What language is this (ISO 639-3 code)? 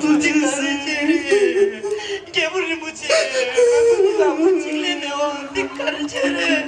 bod